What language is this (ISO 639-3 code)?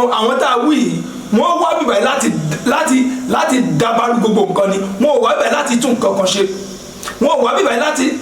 yor